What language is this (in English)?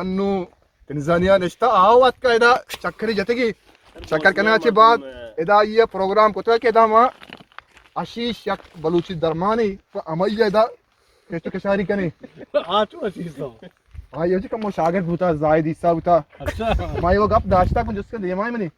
Eastern Balochi